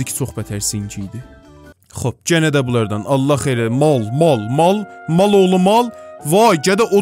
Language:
South Azerbaijani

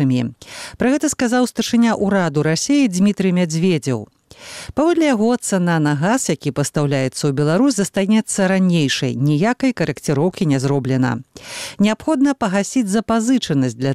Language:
Belarusian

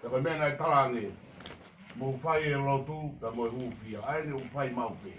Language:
Tongan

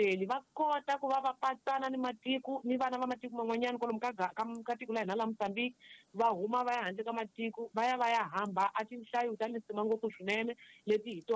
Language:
Tsonga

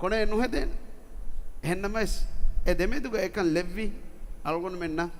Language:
Divehi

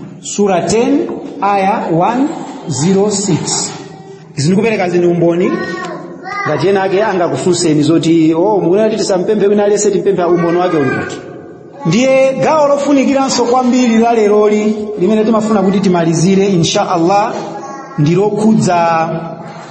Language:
Nyanja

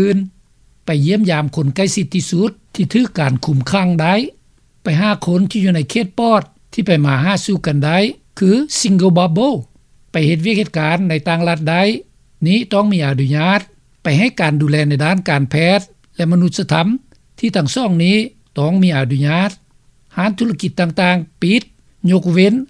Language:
Lao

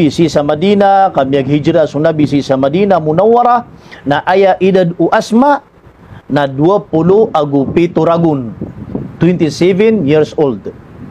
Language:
Maranao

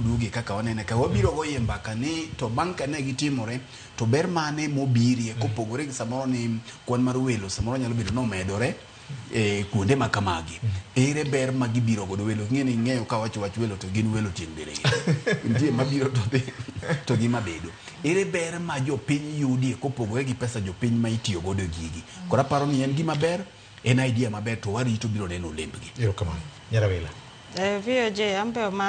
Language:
Luo (Kenya and Tanzania)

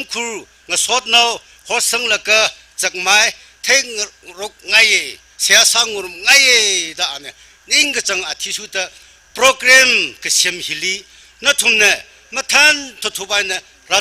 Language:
Tangkhul Naga (India)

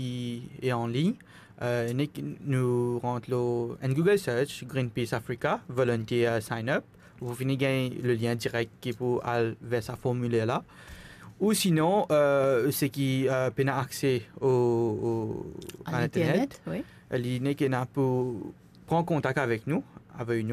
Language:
Morisyen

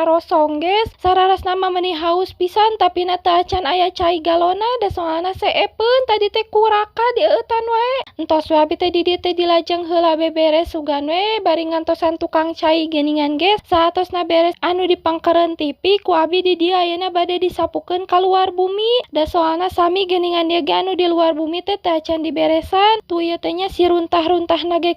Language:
Sundanese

